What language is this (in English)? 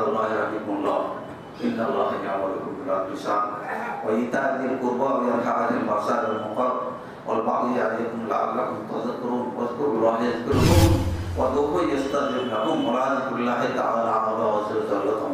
Bangla